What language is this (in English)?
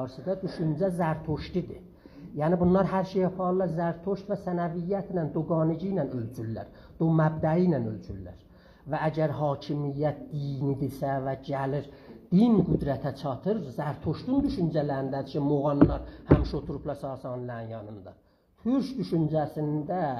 South Azerbaijani